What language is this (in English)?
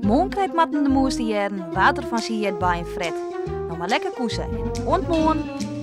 Western Frisian